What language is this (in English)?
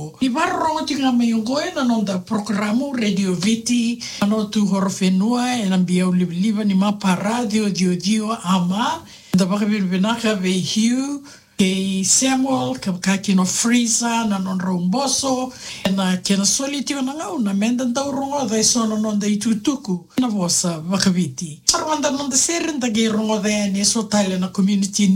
Fijian